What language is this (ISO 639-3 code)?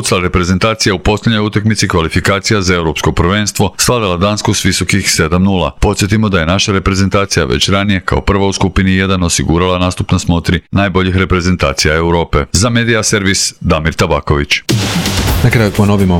hrv